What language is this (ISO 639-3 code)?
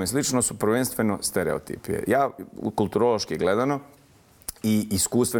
bos